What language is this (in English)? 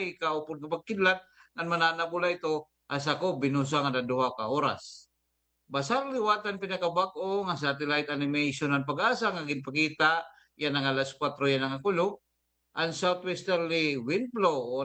Waray